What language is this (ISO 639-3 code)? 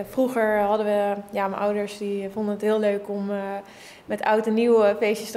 nld